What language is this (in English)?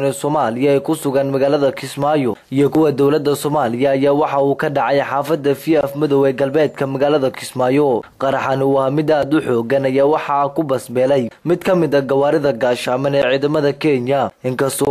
Somali